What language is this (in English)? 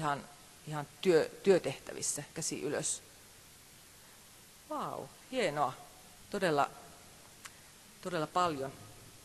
Finnish